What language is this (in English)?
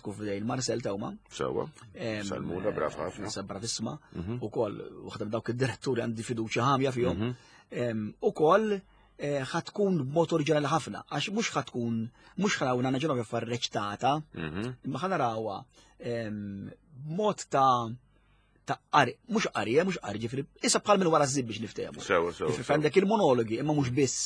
Maltese